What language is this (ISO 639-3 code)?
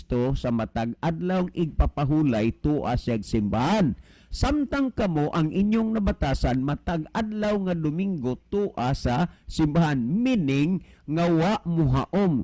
ceb